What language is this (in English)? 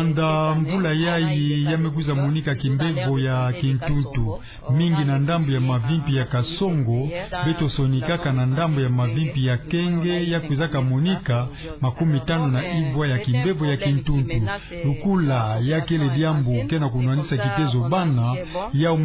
Kituba (Democratic Republic of Congo)